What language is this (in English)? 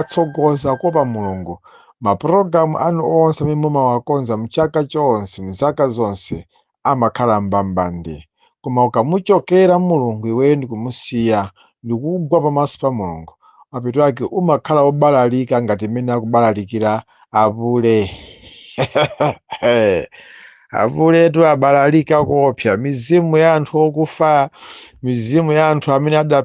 Nyanja